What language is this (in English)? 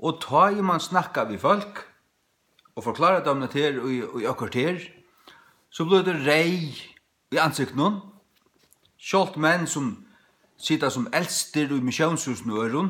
Faroese